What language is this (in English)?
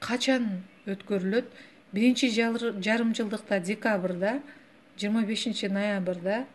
Kyrgyz